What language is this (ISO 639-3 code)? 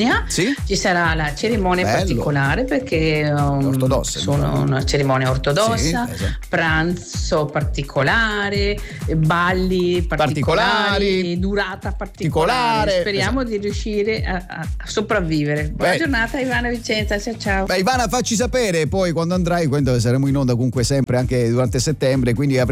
ita